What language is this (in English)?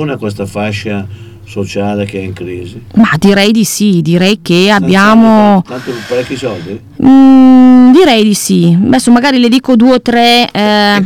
Italian